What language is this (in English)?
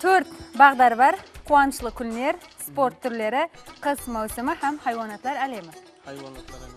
Kara-Kalpak